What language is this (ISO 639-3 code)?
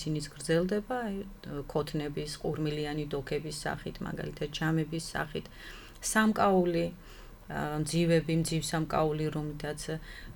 kat